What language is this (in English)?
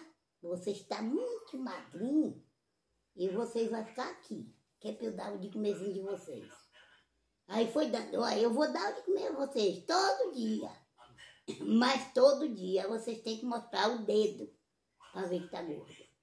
Portuguese